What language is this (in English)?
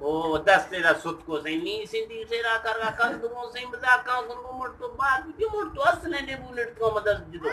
Eastern Balochi